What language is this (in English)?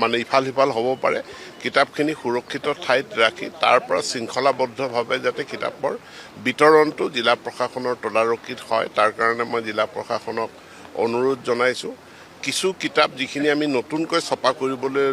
Assamese